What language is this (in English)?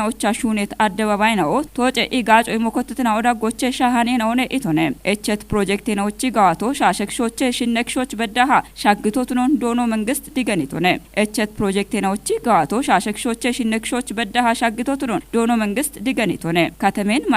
Kafa